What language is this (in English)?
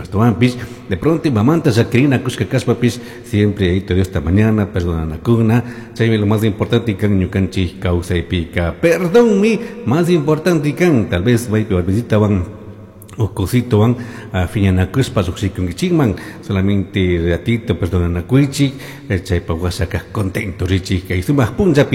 Chimborazo Highland Quichua